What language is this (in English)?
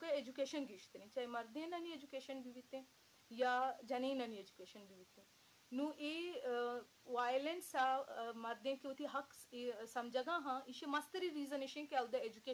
Eastern Balochi